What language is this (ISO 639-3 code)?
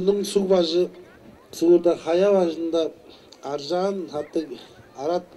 tyv